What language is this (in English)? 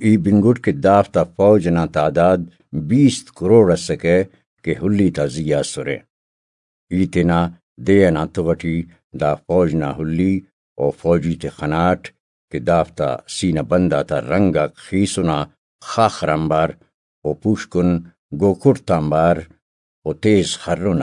Brahui